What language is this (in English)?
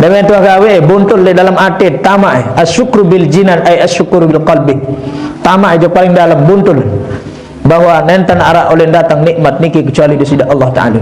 Sasak